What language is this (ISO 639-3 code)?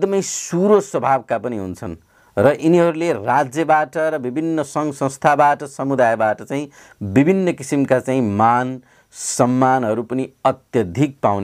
nep